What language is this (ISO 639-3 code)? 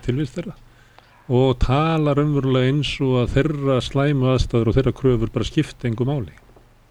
isl